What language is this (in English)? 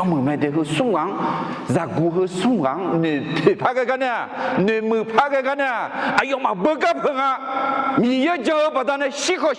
Akha